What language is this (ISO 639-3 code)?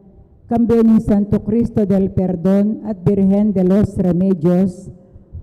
pam